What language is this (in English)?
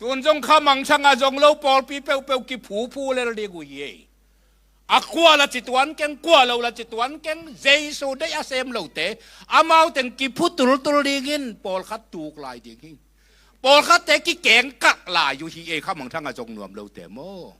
Tedim Chin